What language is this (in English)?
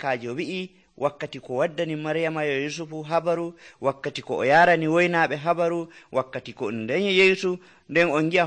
Nigerian Fulfulde